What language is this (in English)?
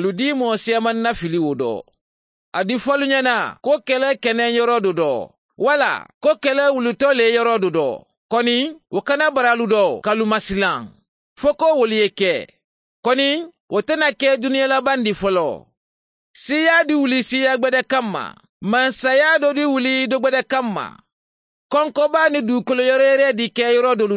Mandingo